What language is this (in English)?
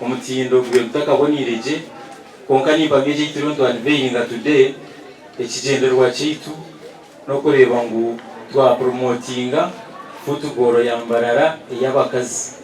Nyankole